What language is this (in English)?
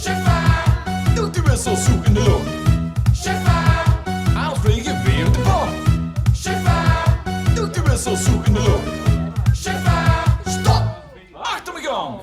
Limburgish